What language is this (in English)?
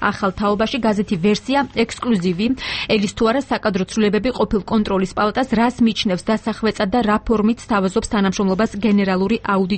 Georgian